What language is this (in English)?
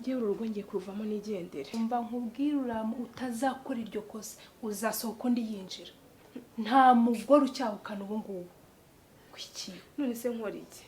Kinyarwanda